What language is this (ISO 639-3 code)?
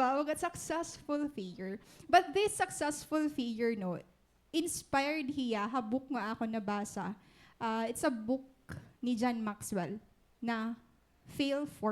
war